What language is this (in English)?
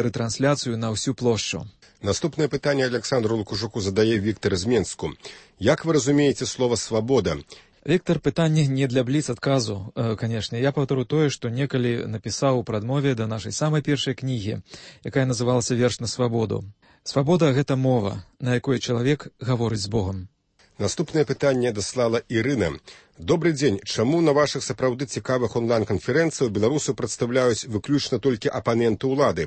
Belarusian